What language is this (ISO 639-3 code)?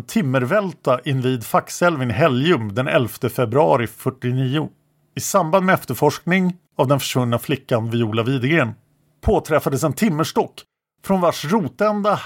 swe